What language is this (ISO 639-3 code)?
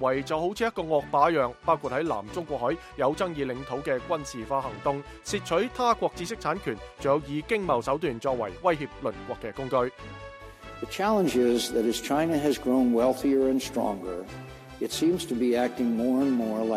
yue